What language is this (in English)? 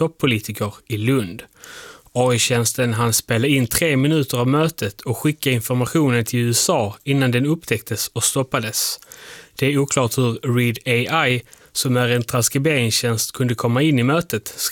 Swedish